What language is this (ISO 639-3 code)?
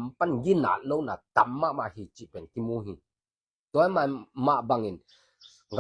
ctd